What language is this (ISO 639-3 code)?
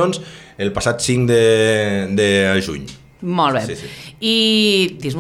cat